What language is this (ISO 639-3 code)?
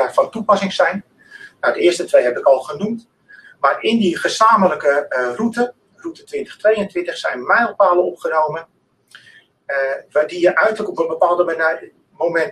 nld